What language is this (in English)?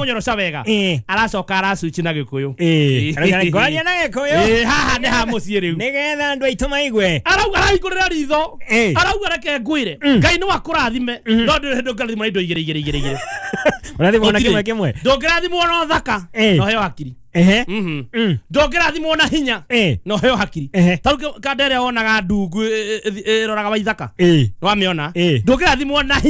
Kikuyu